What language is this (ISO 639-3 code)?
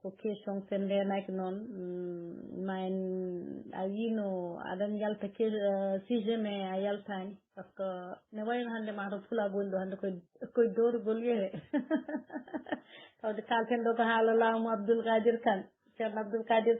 ful